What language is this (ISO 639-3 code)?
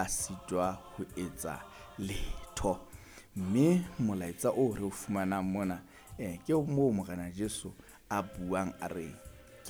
sot